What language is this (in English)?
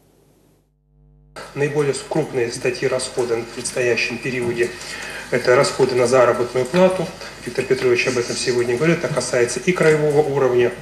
Russian